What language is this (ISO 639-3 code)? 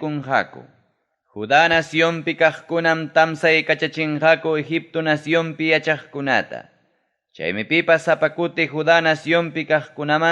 quy